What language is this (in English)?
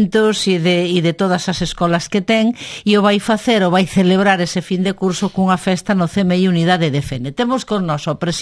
Galician